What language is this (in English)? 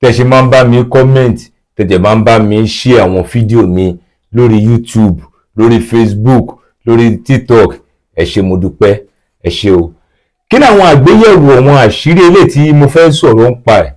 Yoruba